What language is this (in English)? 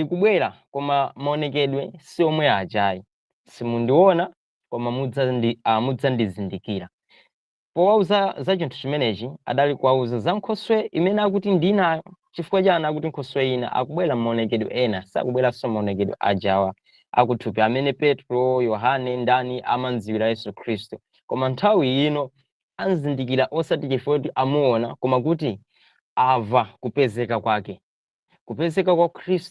Nyanja